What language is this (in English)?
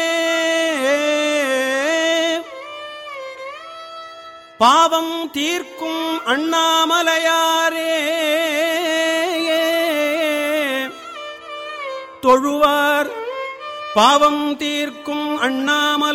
Tamil